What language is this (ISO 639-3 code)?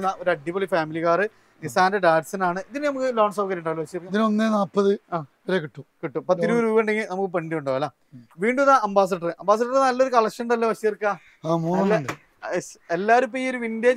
mal